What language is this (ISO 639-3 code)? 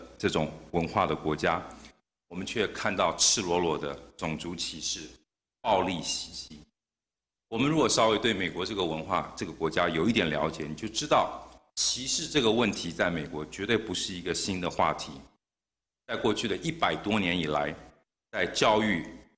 zho